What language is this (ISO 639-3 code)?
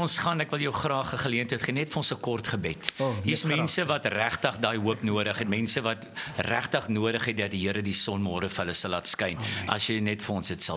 afr